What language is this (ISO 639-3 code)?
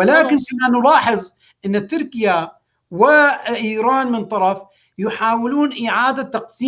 apc